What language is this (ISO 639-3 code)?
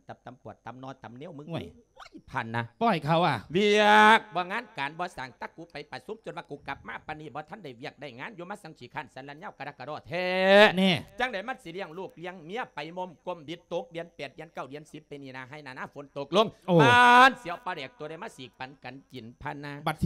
lao